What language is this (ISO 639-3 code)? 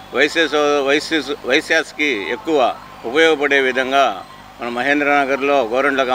tel